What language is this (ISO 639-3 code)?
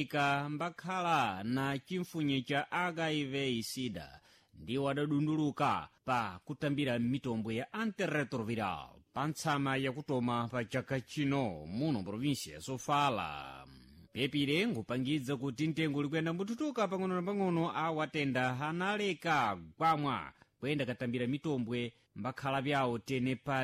seh